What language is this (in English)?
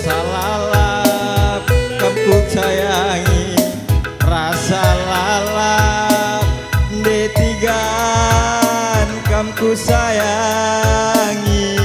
Batak Karo